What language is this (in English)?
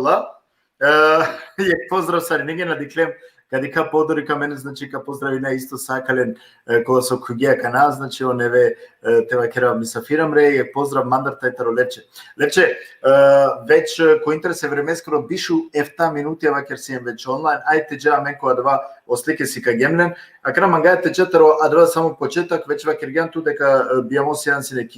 Balkan Romani